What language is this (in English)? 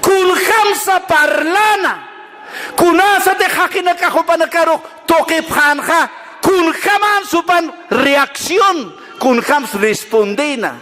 Aymara